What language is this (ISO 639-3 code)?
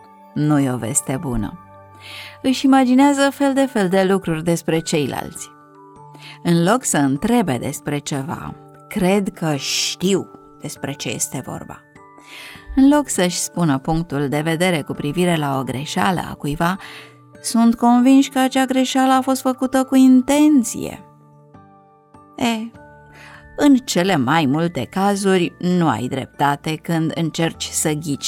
ron